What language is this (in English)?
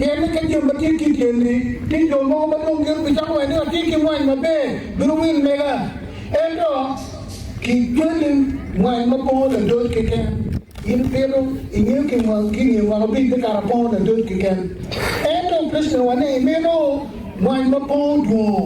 Acoli